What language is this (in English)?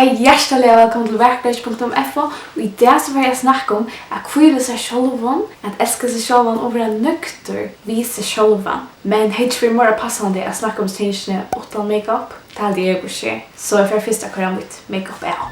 Faroese